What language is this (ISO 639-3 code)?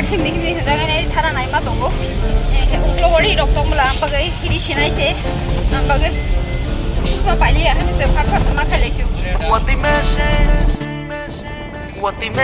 trp